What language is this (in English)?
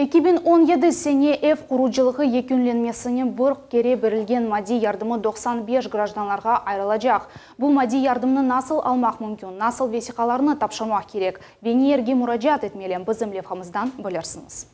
Crimean Tatar